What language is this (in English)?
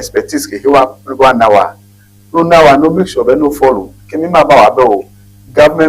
Ewe